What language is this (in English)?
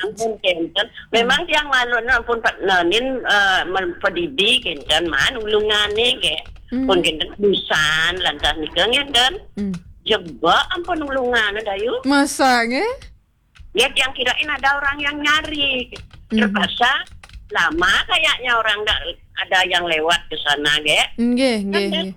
Balinese